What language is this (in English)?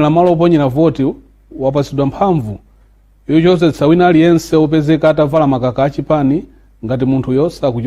Nyanja